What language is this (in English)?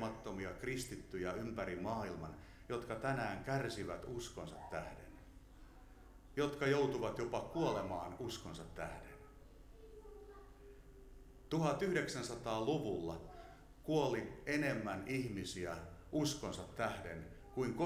Finnish